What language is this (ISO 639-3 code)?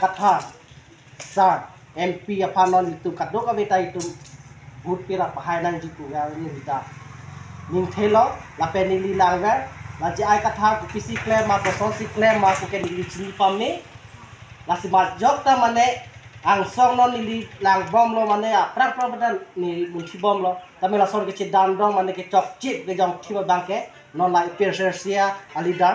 mjw